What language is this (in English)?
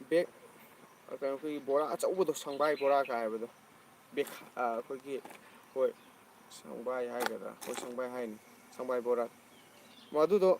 Manipuri